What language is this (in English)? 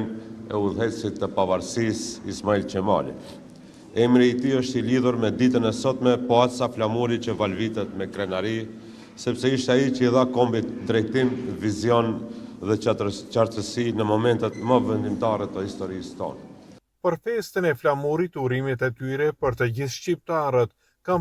Albanian